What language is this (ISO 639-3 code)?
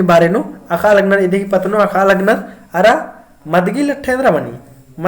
kru